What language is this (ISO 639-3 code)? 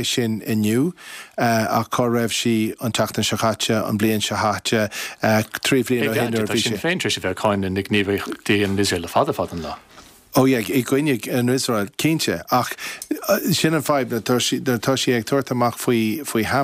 gle